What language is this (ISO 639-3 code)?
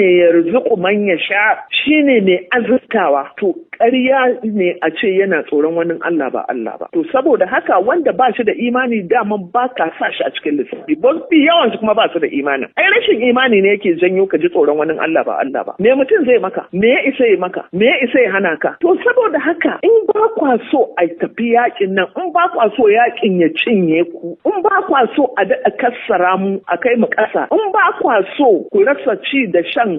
hau